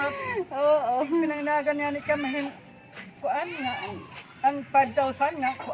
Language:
Waray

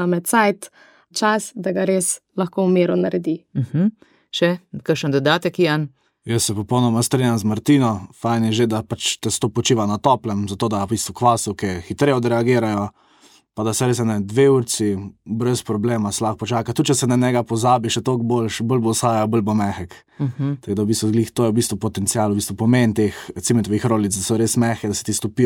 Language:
Slovenian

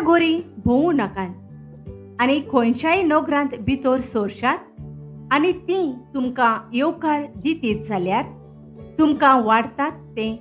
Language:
Konkani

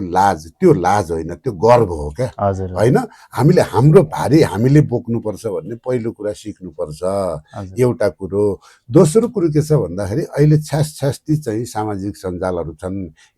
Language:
Nepali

